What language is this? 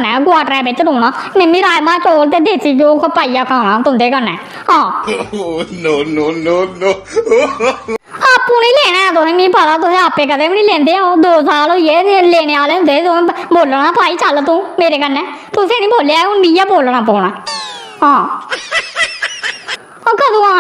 Dogri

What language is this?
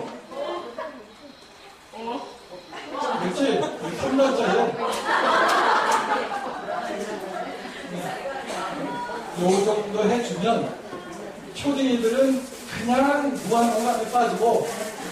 Korean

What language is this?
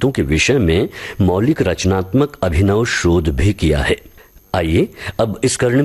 Hindi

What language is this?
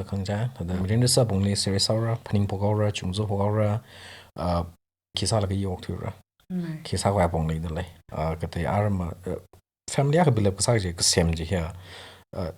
Tangkhul Naga (India)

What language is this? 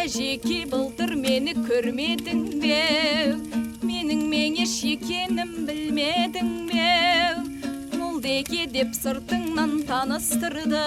Kara-Kalpak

